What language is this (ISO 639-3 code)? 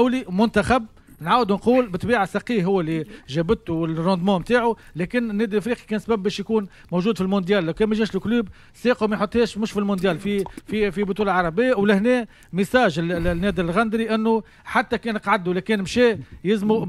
aeb